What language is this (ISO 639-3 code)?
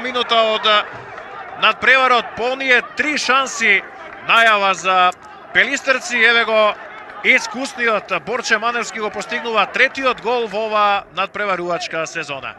mkd